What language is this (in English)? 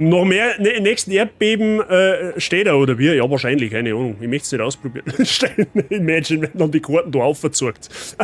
Bavarian